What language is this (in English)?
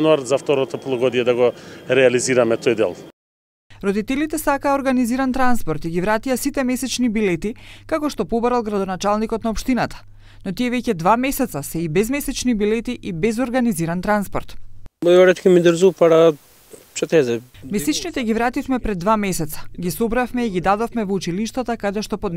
Macedonian